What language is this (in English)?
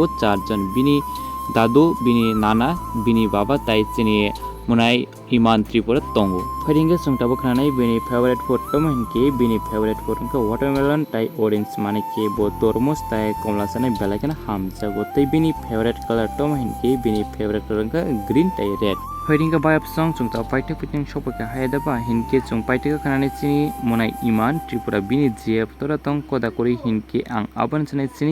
Kok Borok